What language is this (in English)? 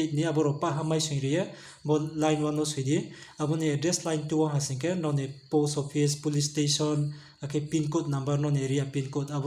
Riang (India)